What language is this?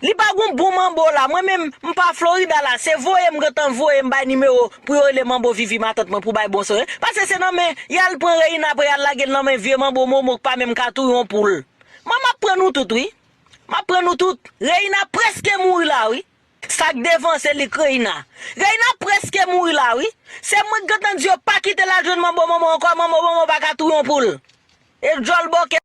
Haitian Creole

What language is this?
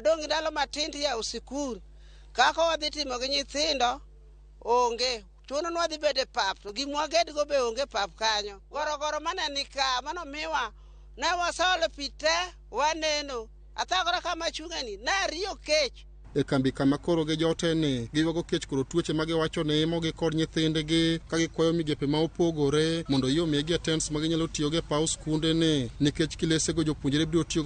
Luo (Kenya and Tanzania)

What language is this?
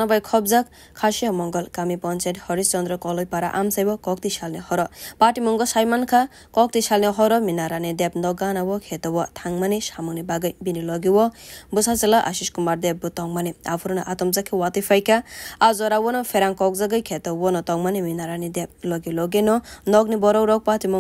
Kok Borok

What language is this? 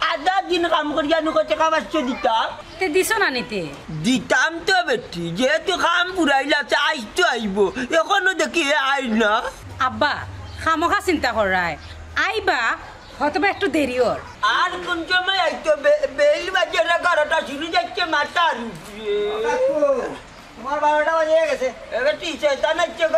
Sylheti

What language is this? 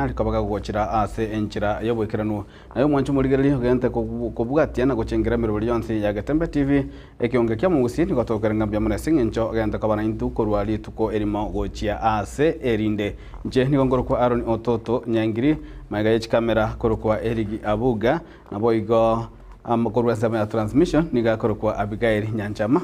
Gusii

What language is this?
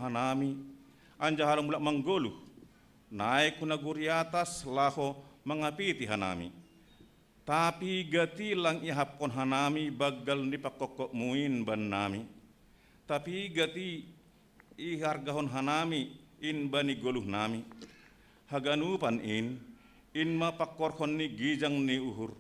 Batak Simalungun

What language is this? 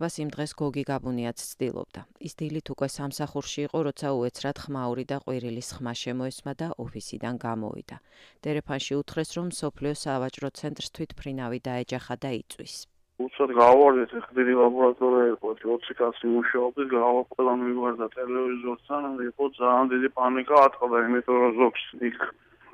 Georgian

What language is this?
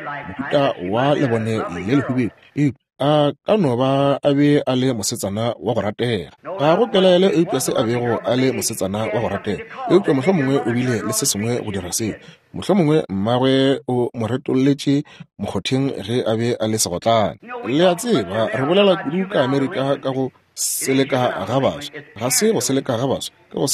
Northern Sotho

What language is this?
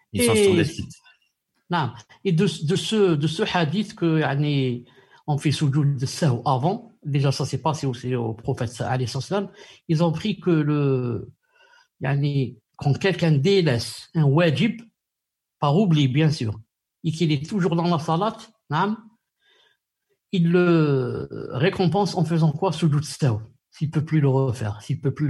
French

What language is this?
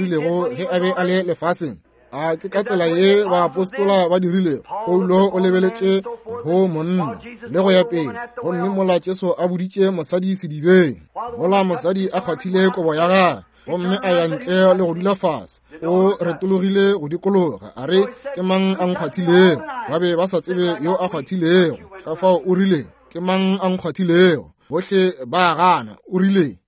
Northern Sotho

